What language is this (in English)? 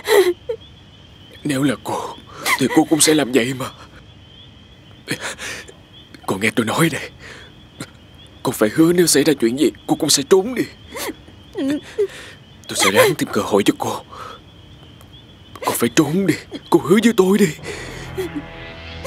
Vietnamese